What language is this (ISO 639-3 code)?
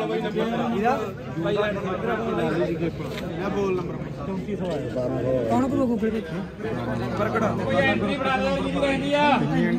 pan